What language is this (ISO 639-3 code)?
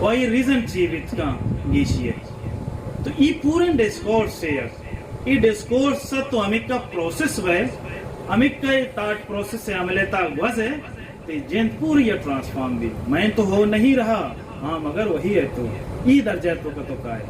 bal